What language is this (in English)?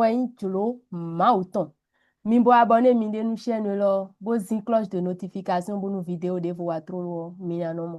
Fon